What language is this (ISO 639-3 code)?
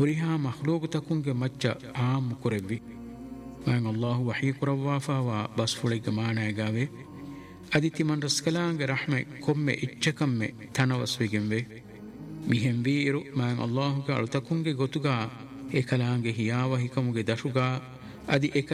div